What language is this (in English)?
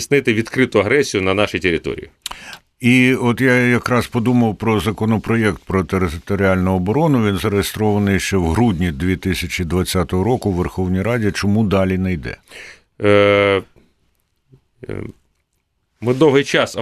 Ukrainian